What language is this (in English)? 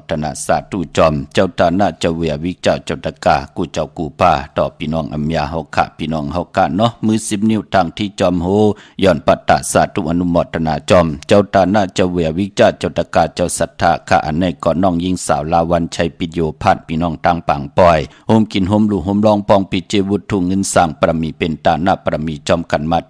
Shan